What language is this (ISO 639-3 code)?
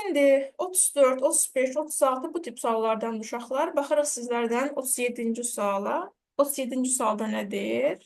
aze